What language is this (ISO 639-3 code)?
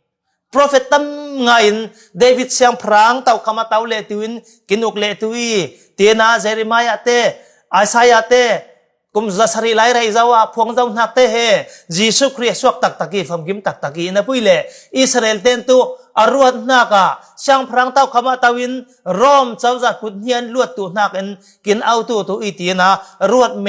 cfm